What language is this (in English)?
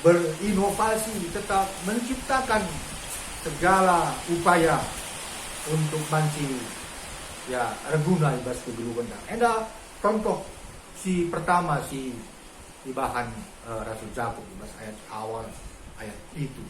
Batak Karo